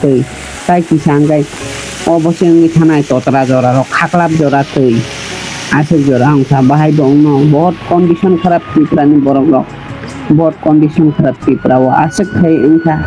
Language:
Kok Borok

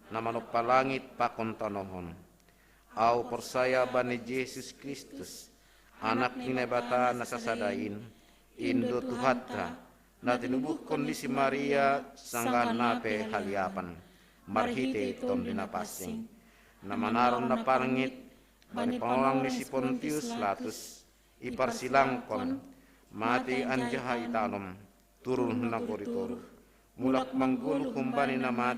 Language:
Batak Simalungun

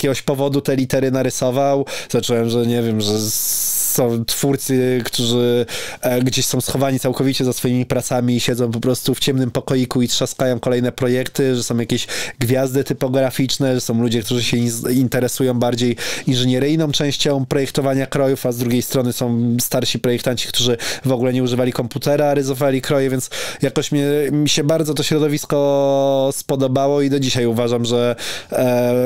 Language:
Polish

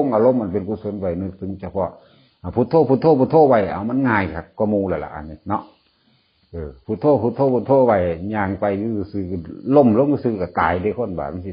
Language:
Northeastern Thai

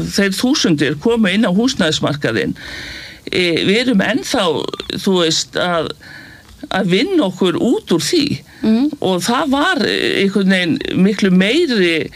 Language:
Icelandic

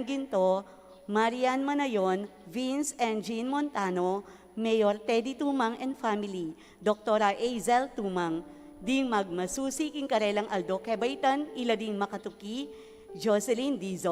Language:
Pampanga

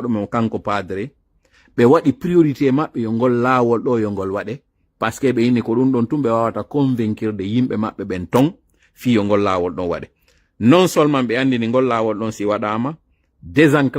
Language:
Pular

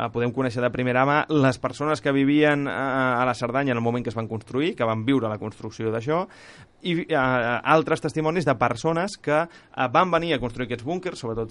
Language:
Catalan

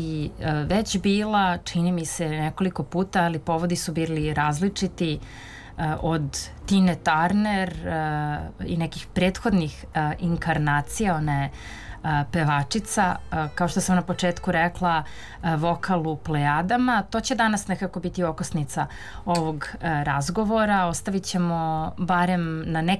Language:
Serbian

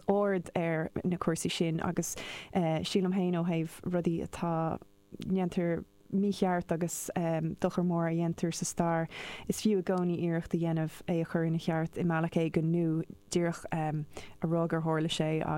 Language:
Irish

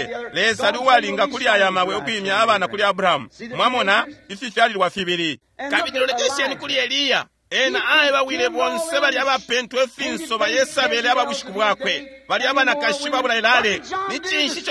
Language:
Bemba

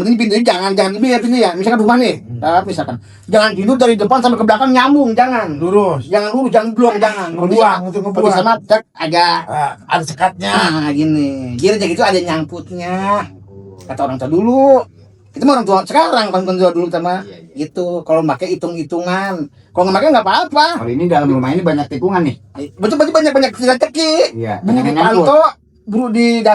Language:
Betawi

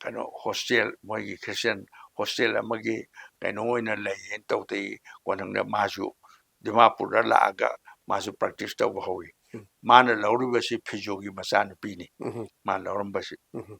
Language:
Manipuri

